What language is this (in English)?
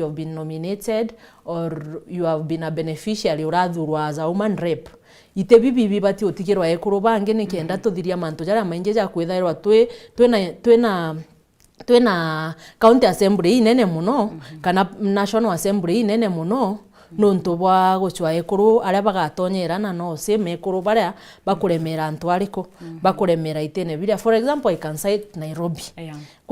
Meru